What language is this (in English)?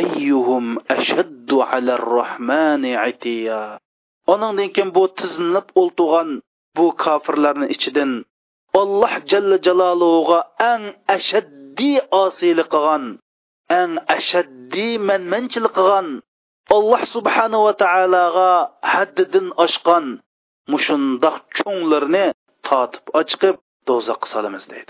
Uyghur